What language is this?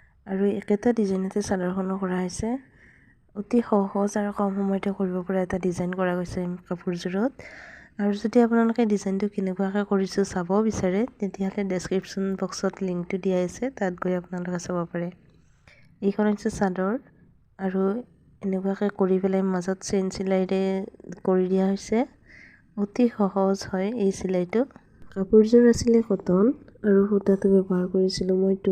Assamese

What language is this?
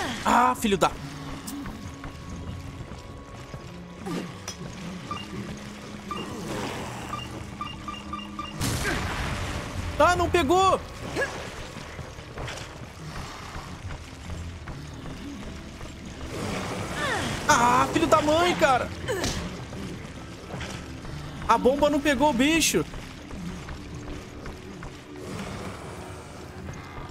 Portuguese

